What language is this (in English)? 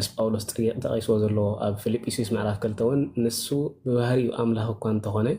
Tigrinya